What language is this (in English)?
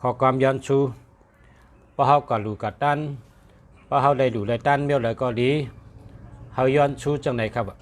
Shan